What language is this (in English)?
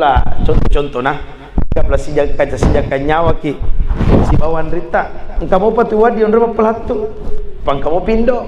Buginese